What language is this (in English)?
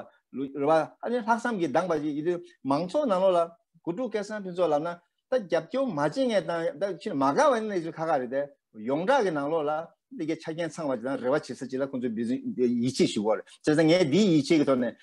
Tibetan